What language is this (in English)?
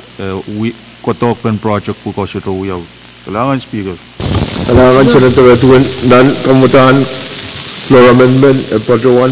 Pohnpeian